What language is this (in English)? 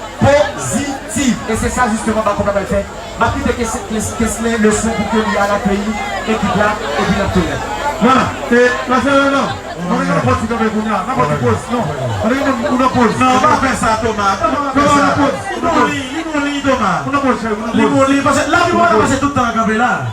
Haitian Creole